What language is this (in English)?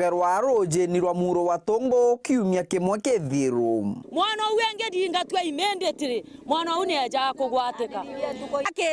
Meru